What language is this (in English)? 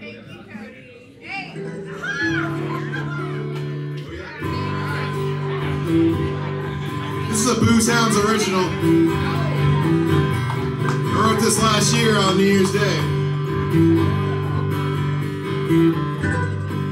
English